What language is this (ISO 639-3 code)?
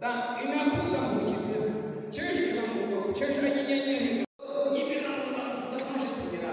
yim